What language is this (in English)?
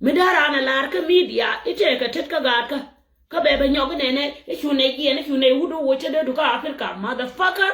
Nuer